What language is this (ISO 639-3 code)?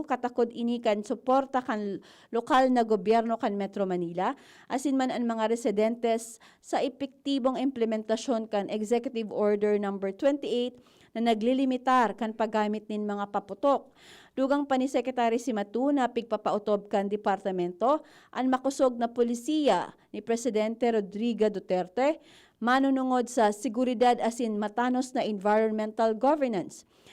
bik